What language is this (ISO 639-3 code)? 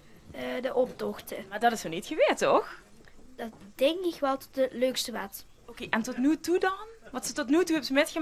lim